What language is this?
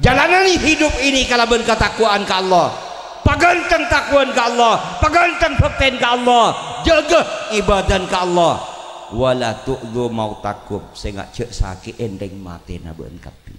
Madurese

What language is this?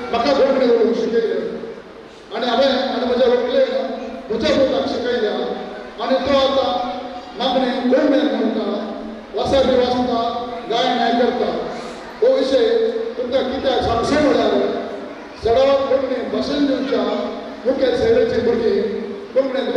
Konkani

